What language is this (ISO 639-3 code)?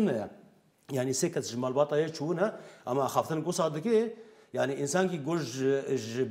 kur